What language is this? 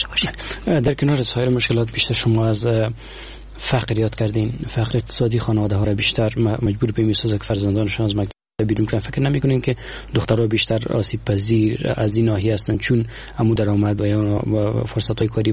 Persian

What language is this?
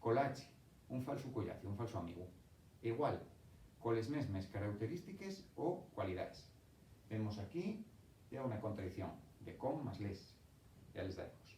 Asturian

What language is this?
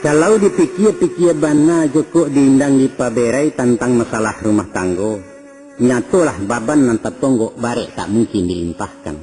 Minangkabau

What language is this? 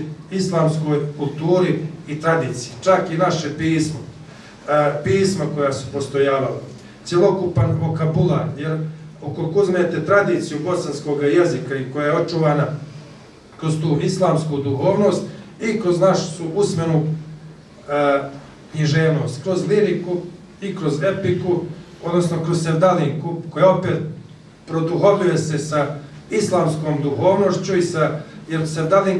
Bosnian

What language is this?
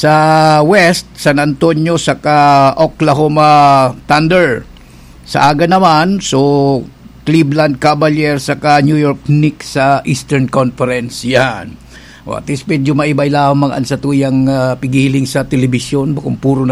Bikol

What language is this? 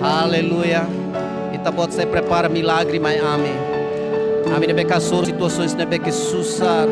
Tetum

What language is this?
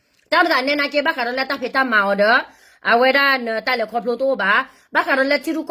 S'gaw Karen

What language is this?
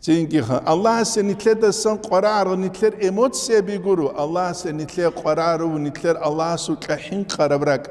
Avaric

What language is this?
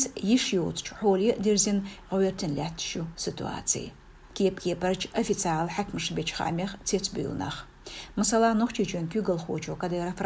Chechen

